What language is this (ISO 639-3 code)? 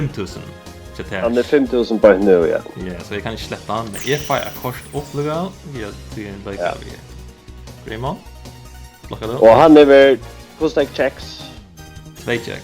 fao